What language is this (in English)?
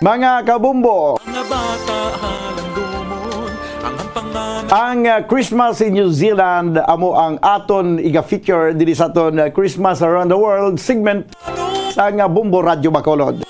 Hiligaynon